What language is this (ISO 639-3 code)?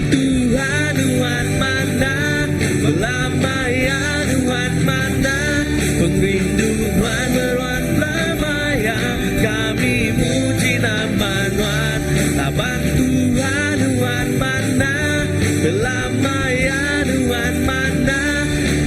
iba